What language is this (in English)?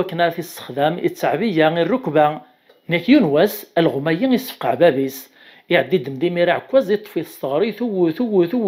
Kabyle